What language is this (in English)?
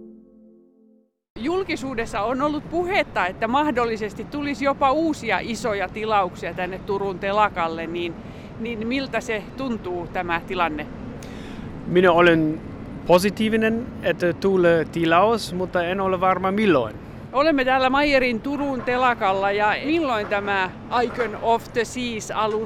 Finnish